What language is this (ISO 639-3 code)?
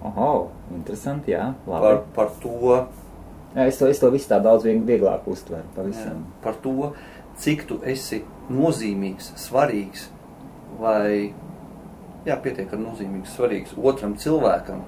lav